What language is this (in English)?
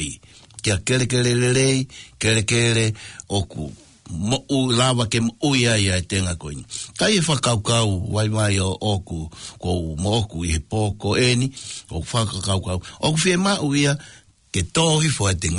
Tongan